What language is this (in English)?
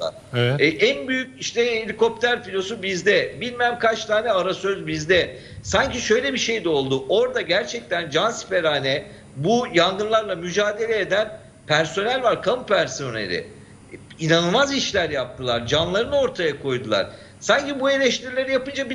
Turkish